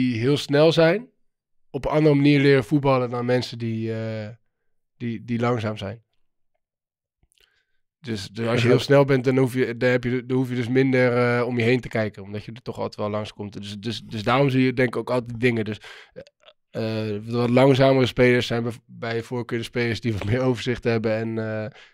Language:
Dutch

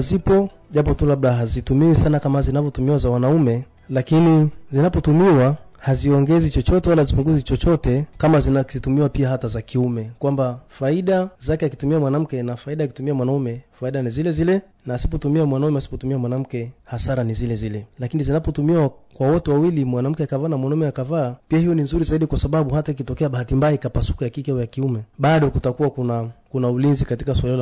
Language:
Swahili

